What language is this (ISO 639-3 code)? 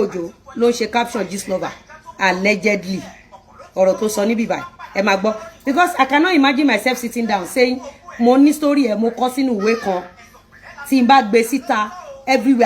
yor